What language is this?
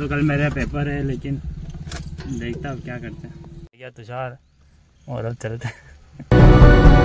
Hindi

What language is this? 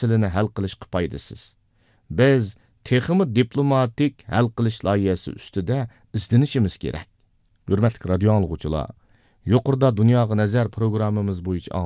Uyghur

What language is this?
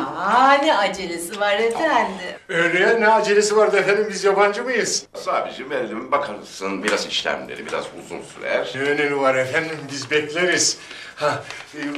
Turkish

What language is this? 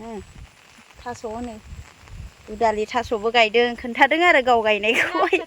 Bodo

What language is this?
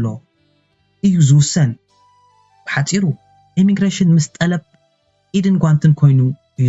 Tigrinya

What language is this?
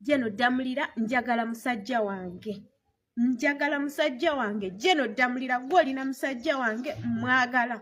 Ganda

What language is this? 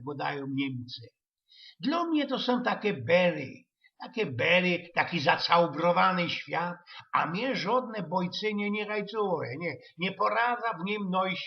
Silesian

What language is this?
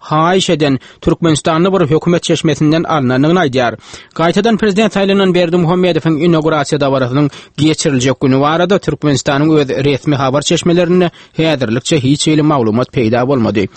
Turkmen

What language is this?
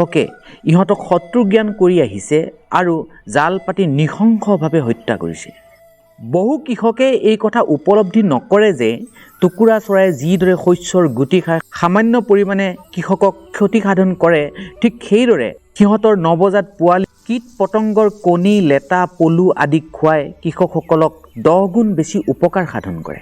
Assamese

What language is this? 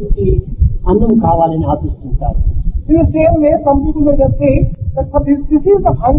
Telugu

